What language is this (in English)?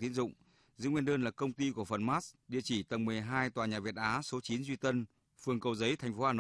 Vietnamese